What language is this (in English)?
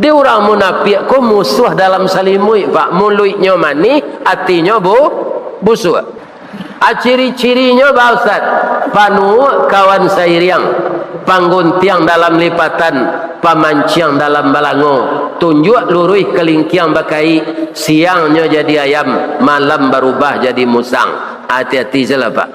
Minangkabau